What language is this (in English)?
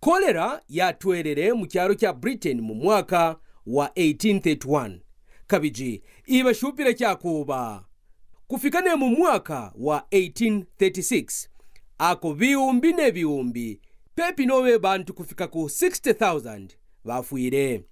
Kaonde